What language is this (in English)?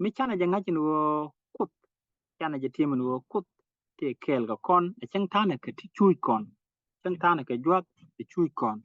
Nuer